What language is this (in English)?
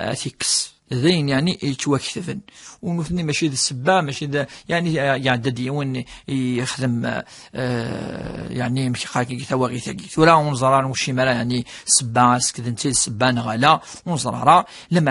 Kabyle